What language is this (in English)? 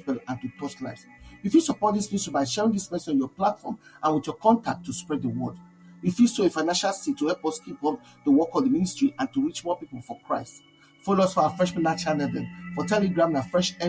Nigerian Pidgin